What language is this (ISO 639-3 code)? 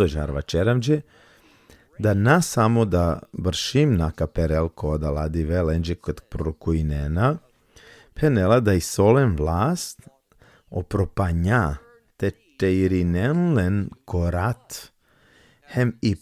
rmn